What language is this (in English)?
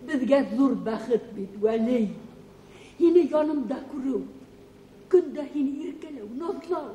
Bashkir